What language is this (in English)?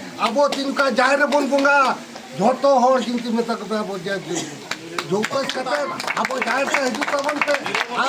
Santali